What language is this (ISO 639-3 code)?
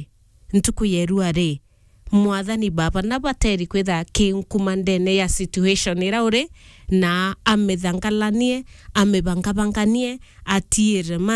mer